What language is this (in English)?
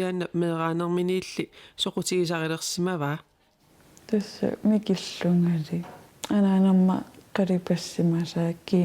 Kalaallisut